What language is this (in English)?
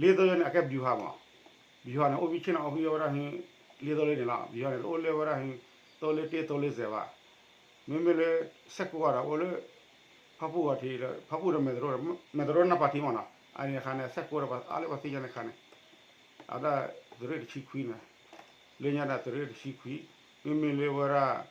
S'gaw Karen